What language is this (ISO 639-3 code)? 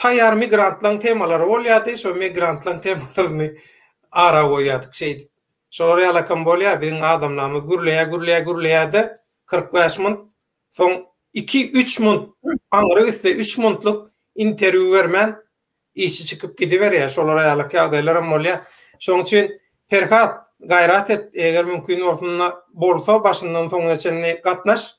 tuk